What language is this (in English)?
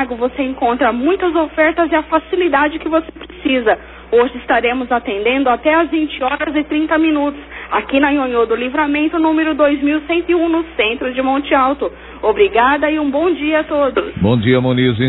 Portuguese